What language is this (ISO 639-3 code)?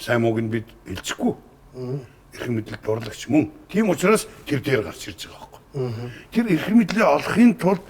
mon